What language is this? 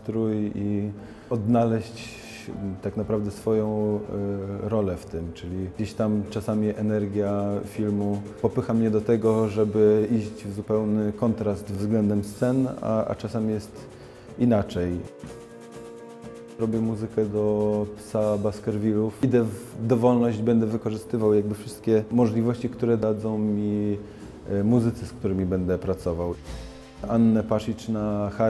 Polish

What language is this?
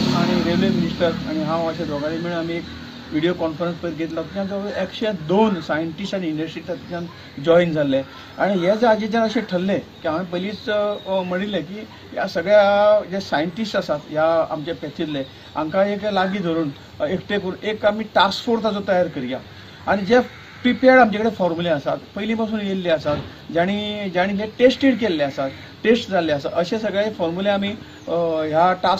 Konkani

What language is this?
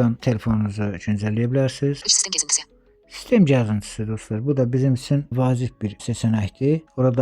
Azerbaijani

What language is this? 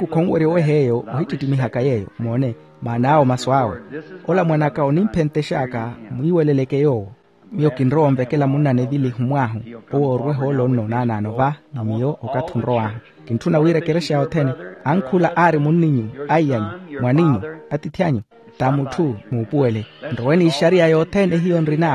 Makhuwa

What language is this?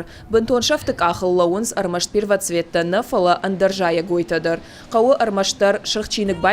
Ossetic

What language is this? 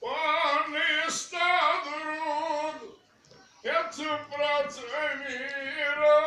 Kashmiri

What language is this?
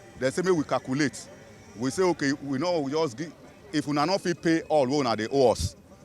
Nigerian Pidgin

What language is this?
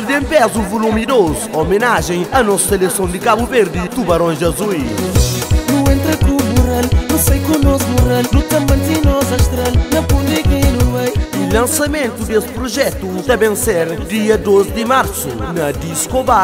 Kabuverdianu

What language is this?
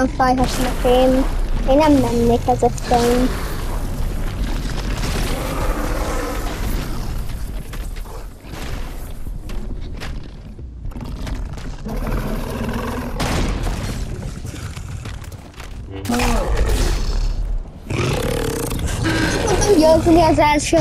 Hungarian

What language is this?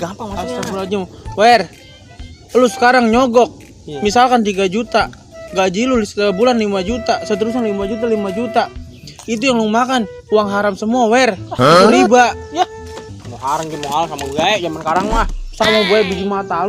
Betawi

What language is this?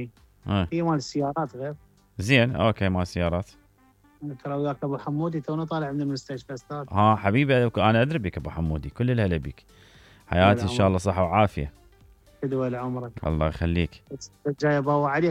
Mesopotamian Arabic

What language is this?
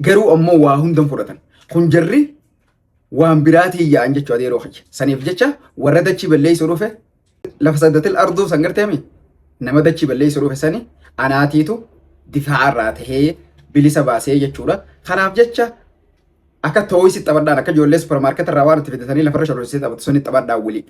Oromo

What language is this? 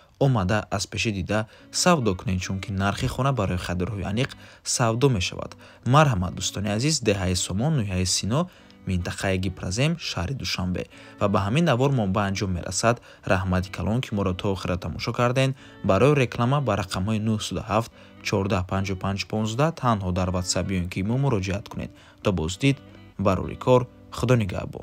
Tajik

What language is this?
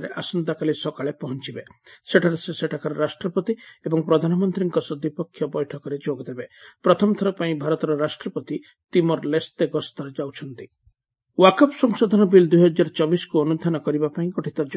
Odia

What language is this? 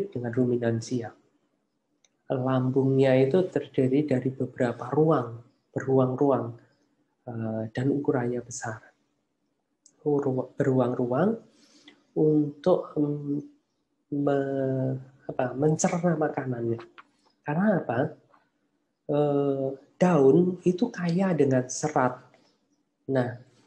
Indonesian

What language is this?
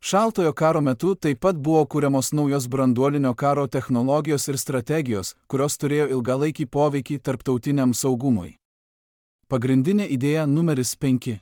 Lithuanian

